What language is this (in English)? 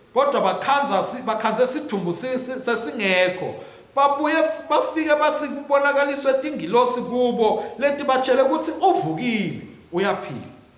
Swati